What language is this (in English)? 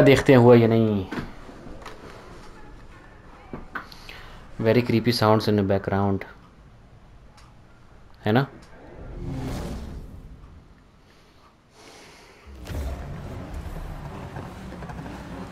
Hindi